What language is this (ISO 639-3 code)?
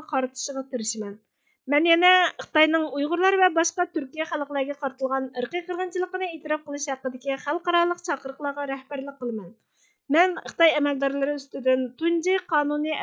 uig